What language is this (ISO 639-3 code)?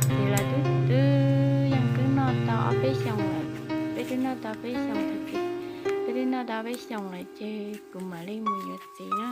hmn